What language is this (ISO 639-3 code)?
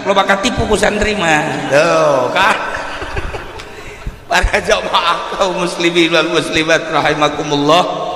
sun